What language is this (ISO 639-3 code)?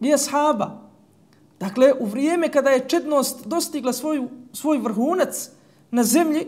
bos